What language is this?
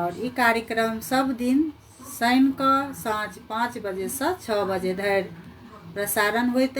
Maithili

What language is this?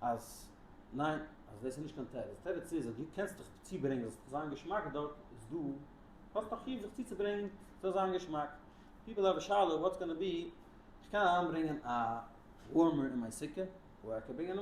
Yiddish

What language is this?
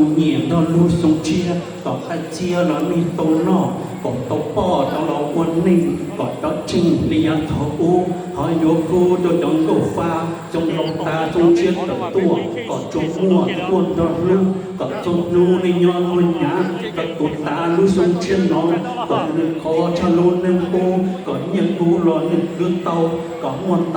Hmong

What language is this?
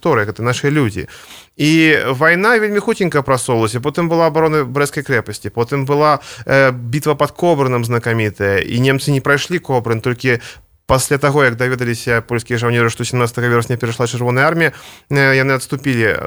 Belarusian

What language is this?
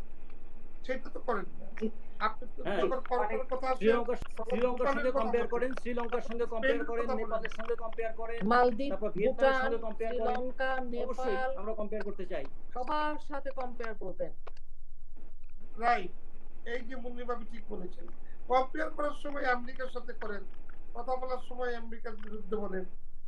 Bangla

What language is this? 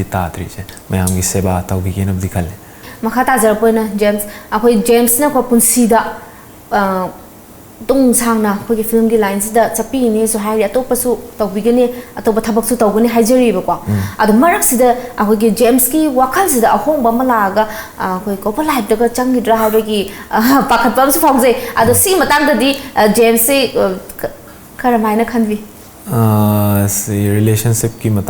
Manipuri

